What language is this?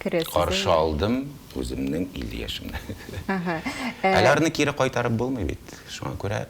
Tatar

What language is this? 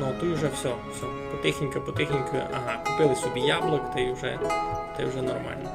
Rusyn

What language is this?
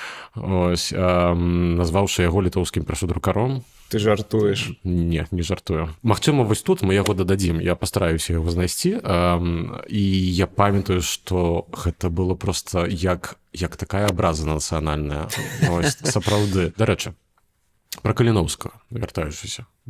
Belarusian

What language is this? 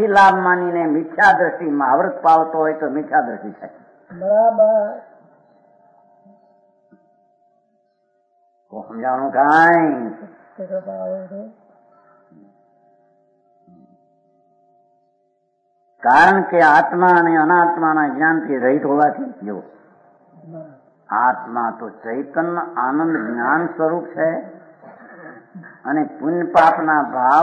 Gujarati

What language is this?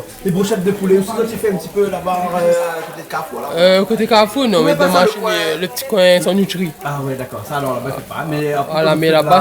Réunion Creole French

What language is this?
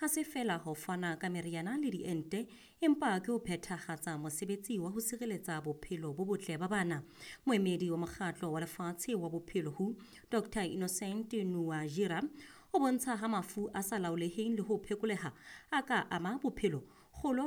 Southern Sotho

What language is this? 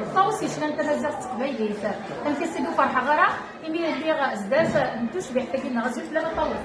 Kabyle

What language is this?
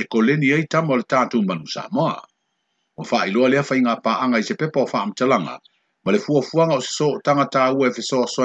Samoan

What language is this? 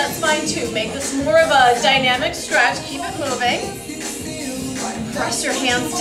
English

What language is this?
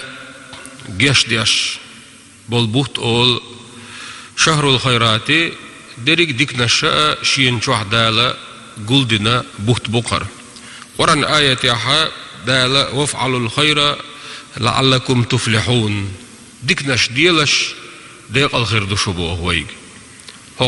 Chechen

